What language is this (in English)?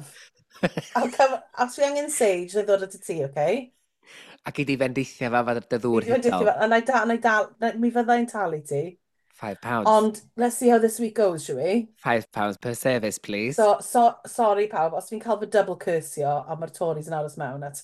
Welsh